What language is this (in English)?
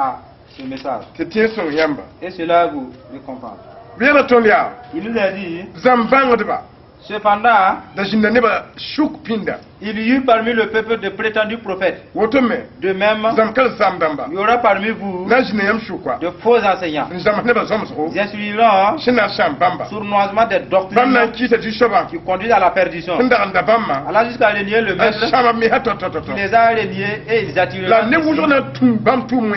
Mossi